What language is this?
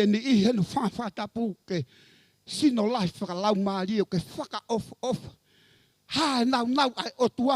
Tongan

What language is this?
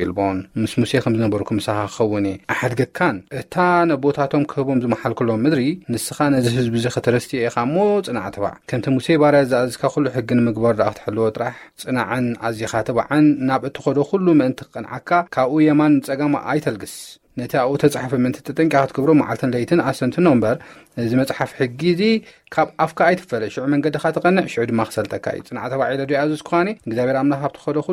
Tigrinya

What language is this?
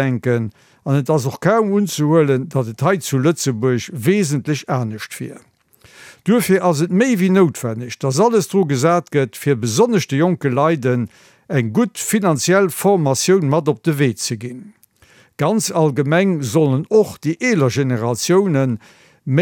Luxembourgish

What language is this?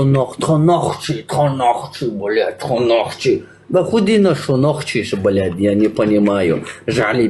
Chechen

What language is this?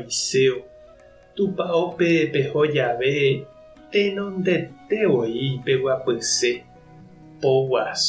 Guarani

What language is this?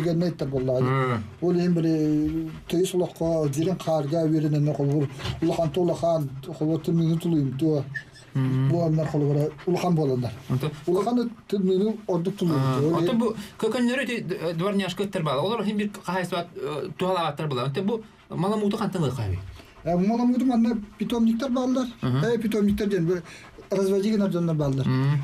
Yakut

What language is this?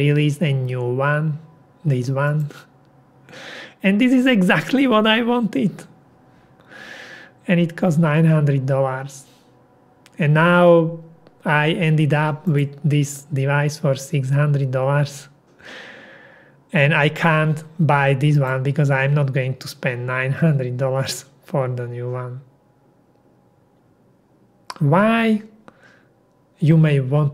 English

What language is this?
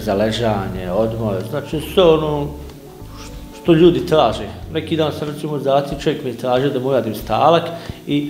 Bosnian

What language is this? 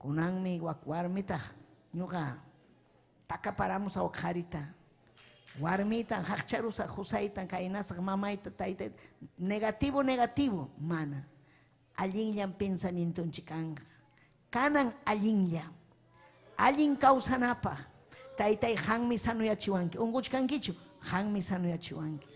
Ayacucho Quechua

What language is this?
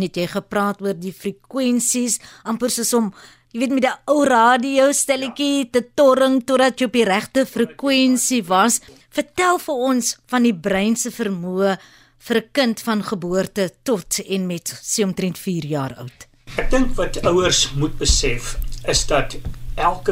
Afrikaans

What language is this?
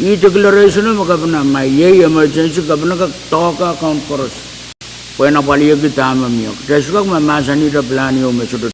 Pohnpeian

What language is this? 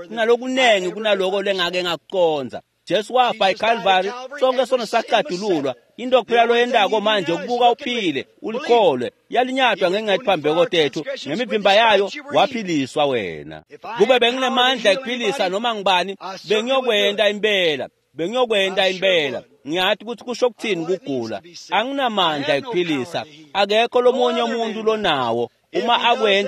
Swati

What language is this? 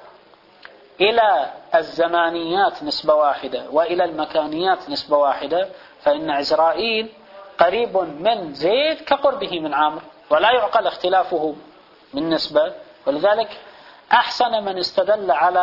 Arabic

